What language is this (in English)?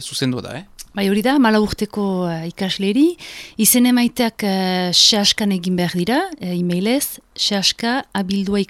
Basque